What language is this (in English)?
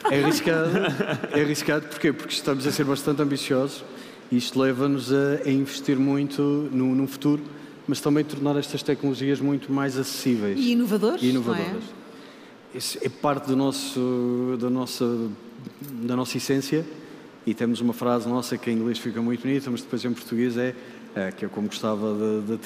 Portuguese